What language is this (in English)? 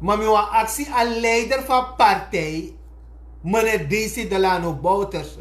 Sranan Tongo